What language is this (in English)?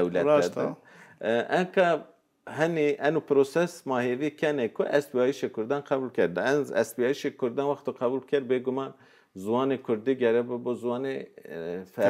Zaza